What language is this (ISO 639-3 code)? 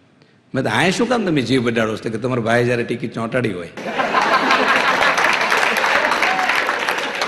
guj